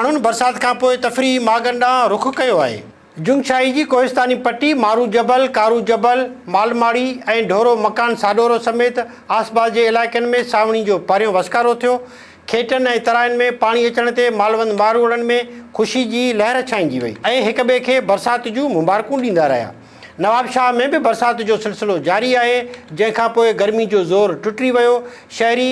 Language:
Sindhi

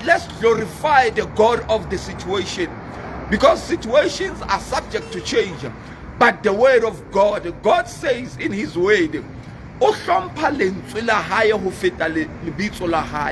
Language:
Southern Sotho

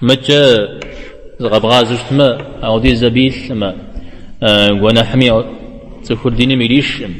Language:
Kabardian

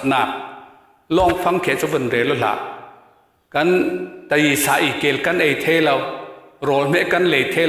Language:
Falam Chin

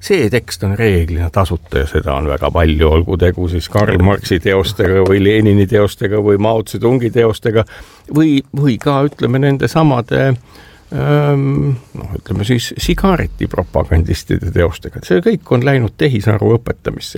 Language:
Estonian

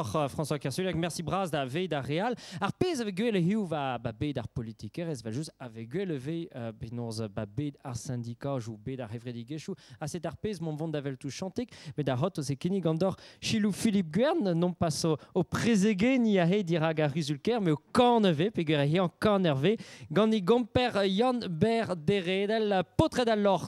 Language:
Breton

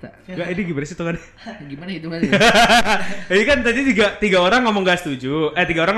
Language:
Indonesian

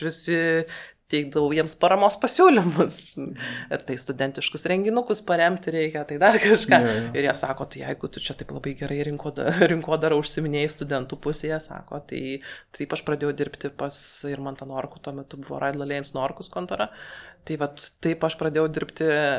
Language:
Lithuanian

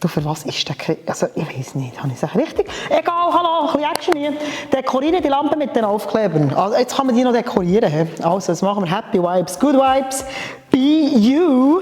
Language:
Swiss German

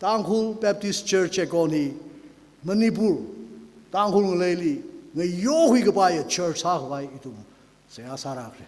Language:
Tangkhul Naga (India)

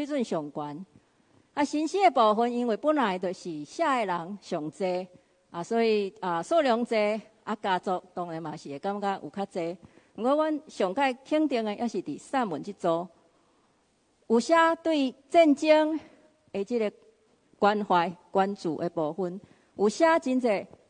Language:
Min Nan Chinese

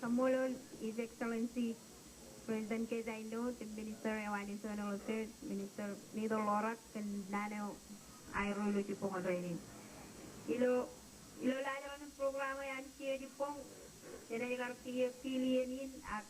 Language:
Marshallese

